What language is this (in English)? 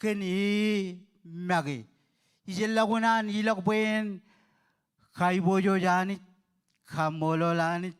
Marshallese